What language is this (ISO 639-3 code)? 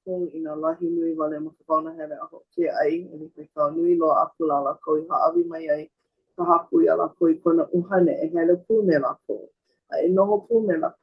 haw